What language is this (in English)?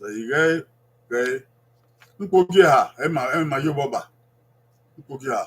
Bini